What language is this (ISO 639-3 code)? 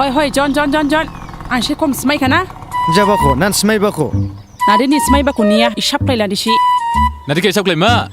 dis